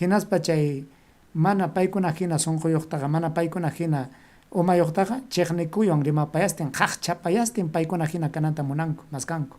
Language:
Ayacucho Quechua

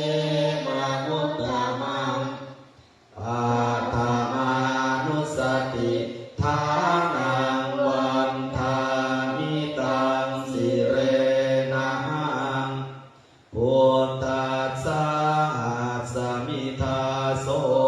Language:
Pali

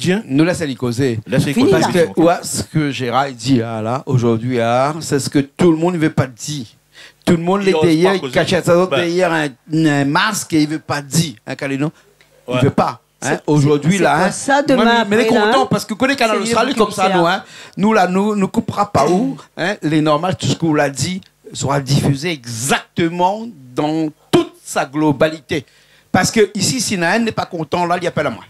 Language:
Réunion Creole French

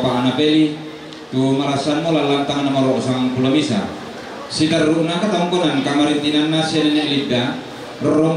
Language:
Toraja-Sa'dan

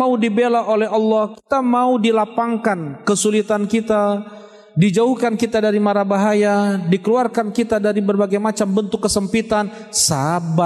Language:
Indonesian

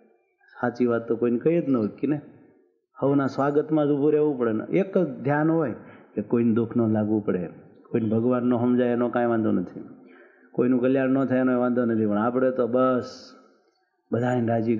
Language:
Gujarati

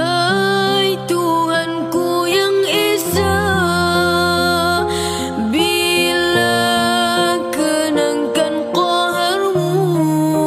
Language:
Malay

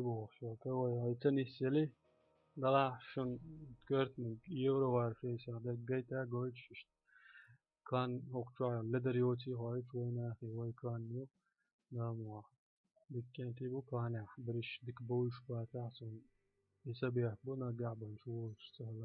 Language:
Chechen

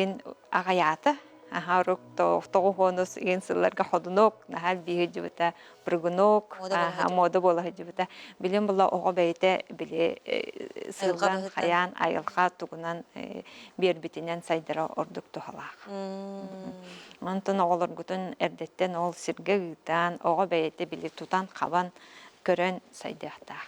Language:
Yakut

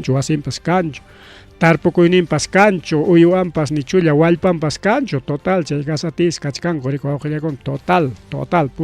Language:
Ayacucho Quechua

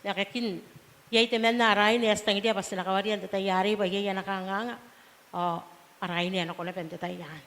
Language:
Gilbertese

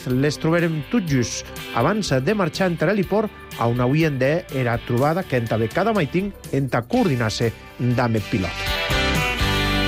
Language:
Catalan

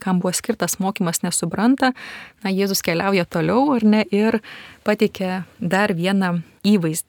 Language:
Lithuanian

